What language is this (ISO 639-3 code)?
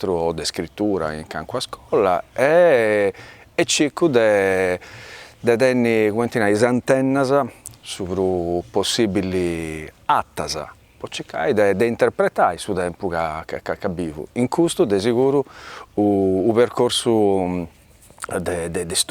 srd